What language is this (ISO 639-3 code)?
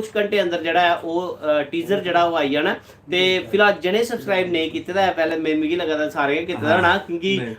doi